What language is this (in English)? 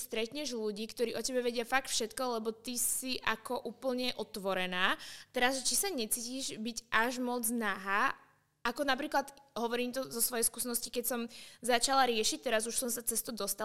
Slovak